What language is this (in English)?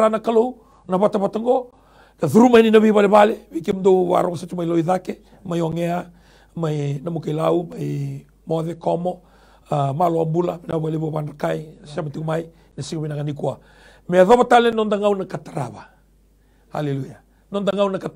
Fijian